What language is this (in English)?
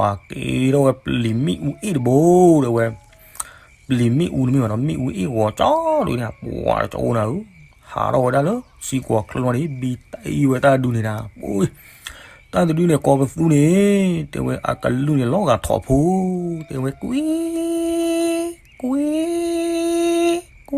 S'gaw Karen